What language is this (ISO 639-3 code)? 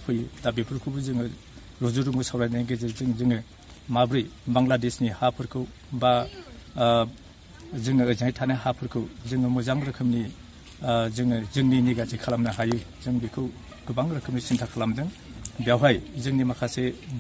brx